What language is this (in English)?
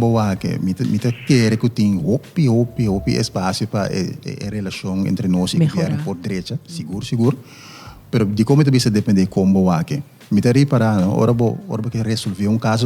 Papiamento